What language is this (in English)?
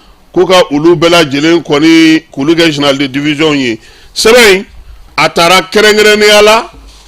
Bambara